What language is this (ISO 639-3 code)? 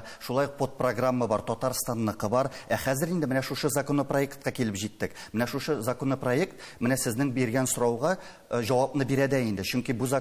tat